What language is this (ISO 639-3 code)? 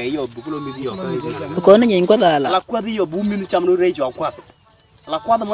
nus